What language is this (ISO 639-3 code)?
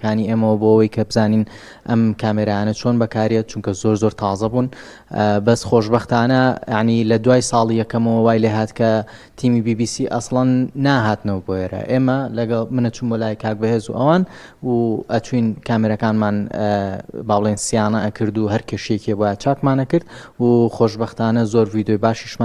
ckb